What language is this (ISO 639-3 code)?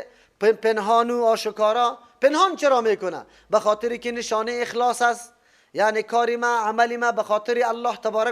fas